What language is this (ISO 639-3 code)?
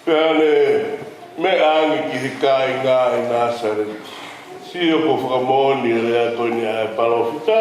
ton